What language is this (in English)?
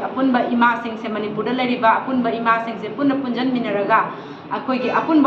Manipuri